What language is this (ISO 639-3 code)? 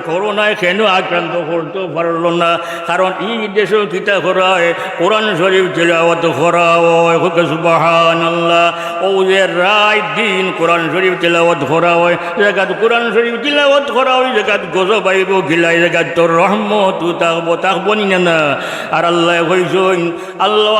syl